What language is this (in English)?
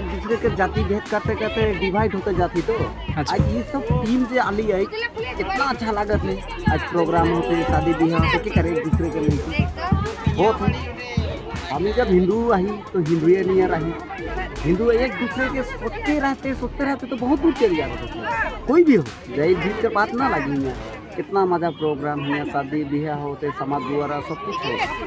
Sadri